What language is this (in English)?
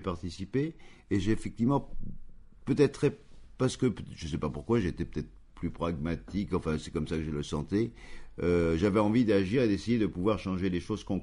French